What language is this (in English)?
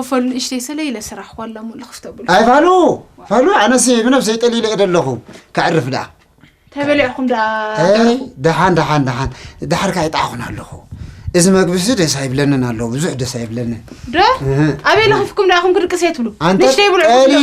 Tigrinya